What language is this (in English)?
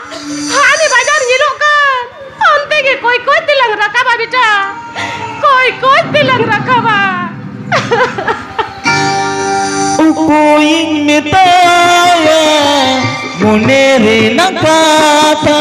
Santali